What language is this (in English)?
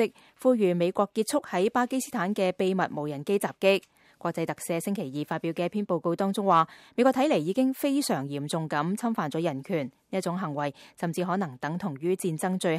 Cantonese